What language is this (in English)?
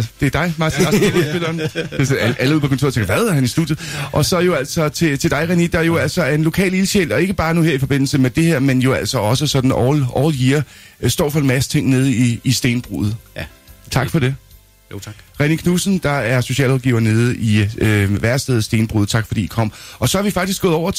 Danish